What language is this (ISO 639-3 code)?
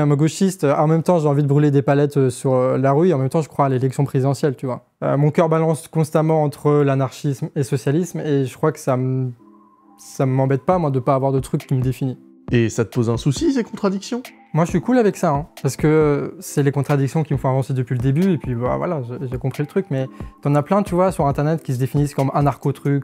fra